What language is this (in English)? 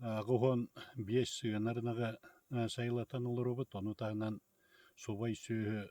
Yakut